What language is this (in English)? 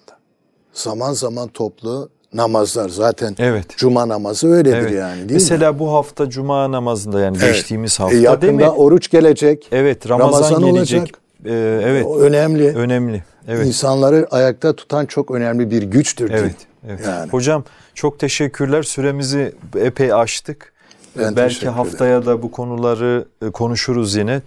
Turkish